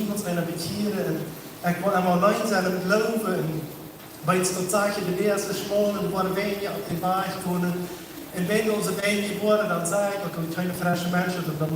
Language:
Plautdietsch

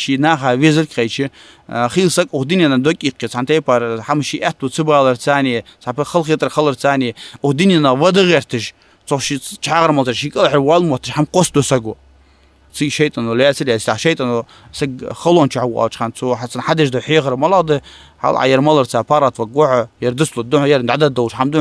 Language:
Ingush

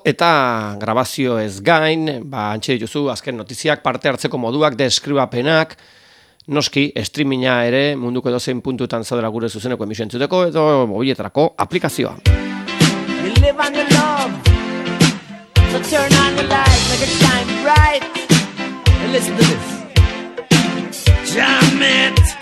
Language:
Basque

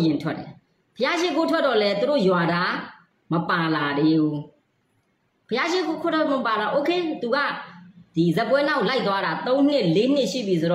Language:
Burmese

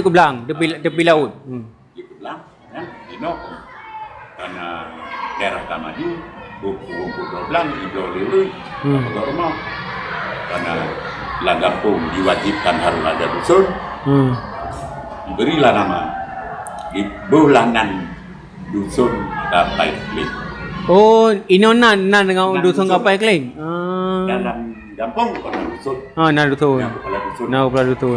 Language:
Achinese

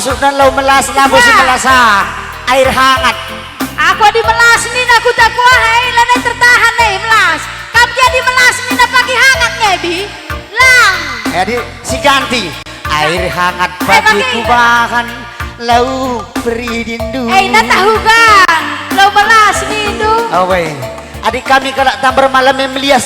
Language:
Batak Karo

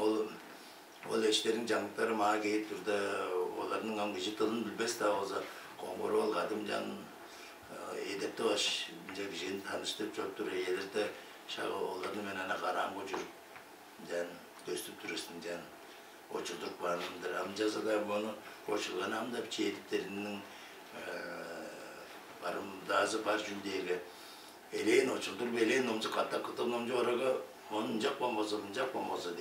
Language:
Tuvinian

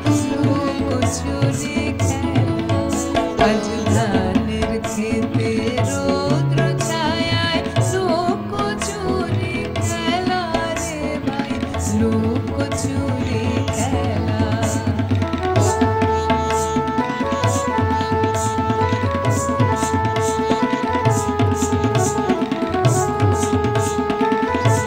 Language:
Bangla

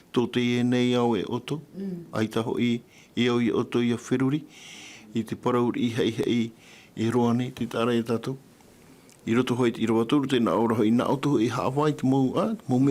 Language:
Tahitian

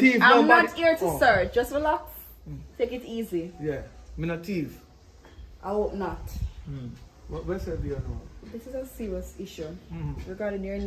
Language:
Jamaican Creole English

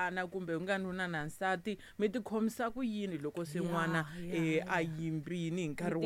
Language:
Tsonga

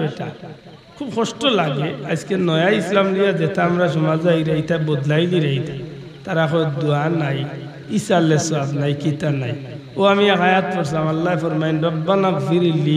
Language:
Sylheti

